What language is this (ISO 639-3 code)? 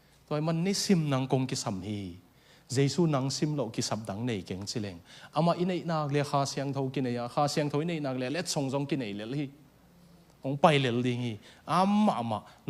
ctd